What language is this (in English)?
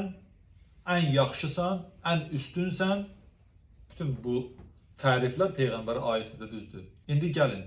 Azerbaijani